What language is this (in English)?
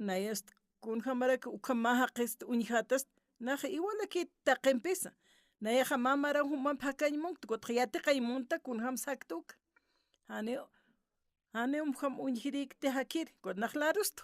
Aymara